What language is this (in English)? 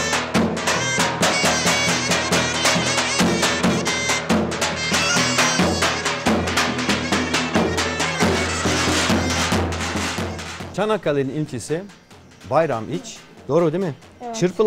Turkish